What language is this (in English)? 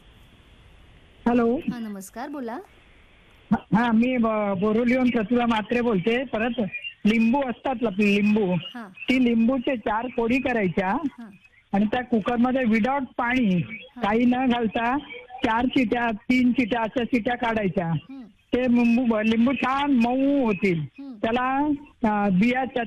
Marathi